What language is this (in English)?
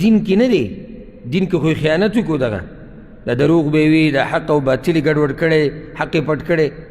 Pashto